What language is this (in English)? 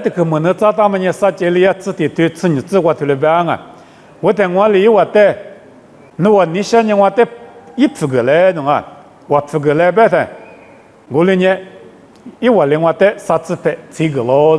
Lisu